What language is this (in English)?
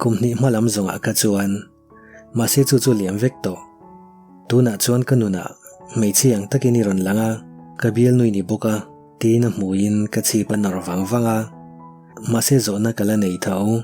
Mizo